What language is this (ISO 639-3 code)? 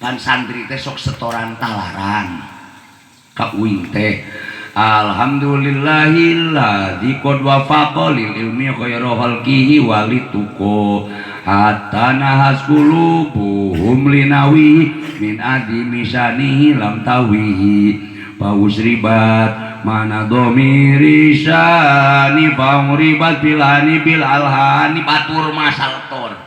sun